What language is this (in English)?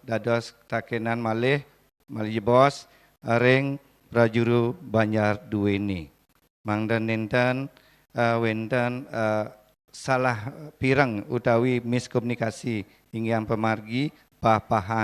Balinese